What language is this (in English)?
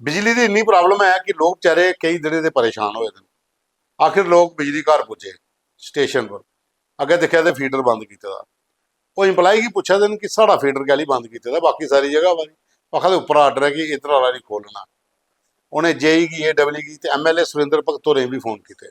Dogri